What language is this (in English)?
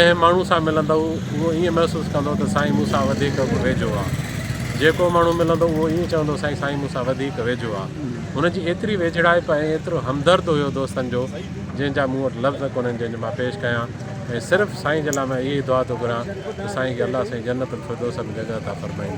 Sindhi